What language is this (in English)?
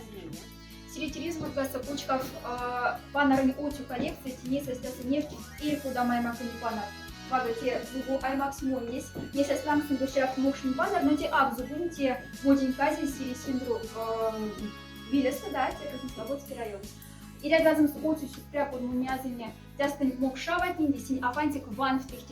Moksha